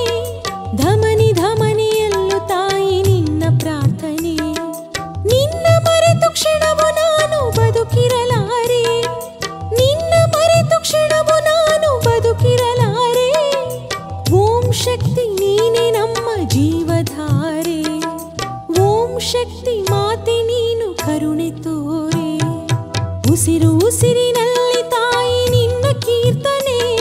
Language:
Kannada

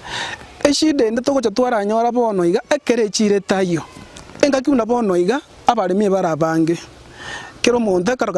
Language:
Gusii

